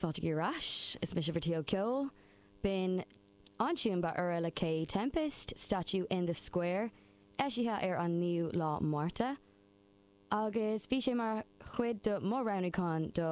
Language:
Irish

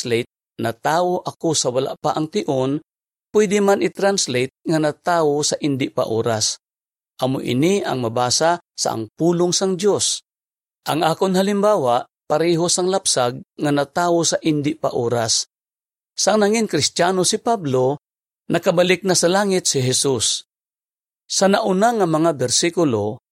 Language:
Hiligaynon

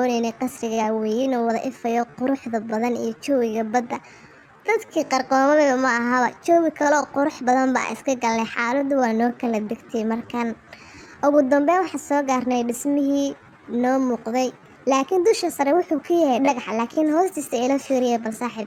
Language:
Somali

